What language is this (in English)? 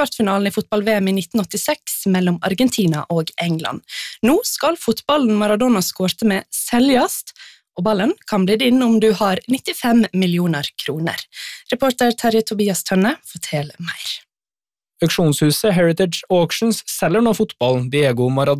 Norwegian